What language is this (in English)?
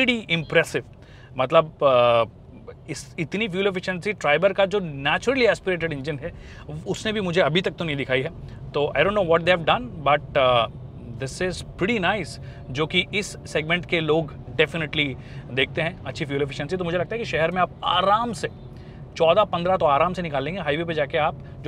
Hindi